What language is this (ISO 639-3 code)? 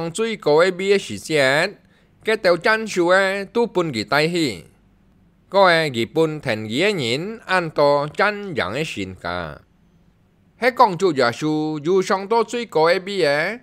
hak